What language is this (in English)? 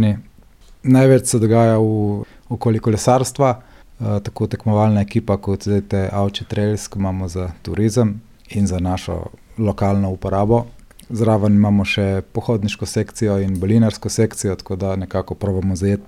Slovenian